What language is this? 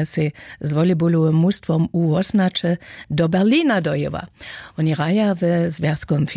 Upper Sorbian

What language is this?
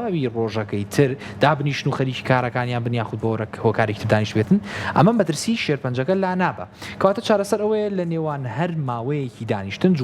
Central Kurdish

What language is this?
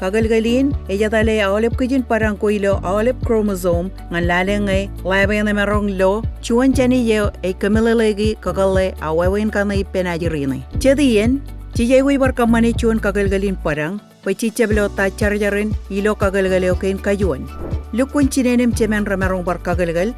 Marshallese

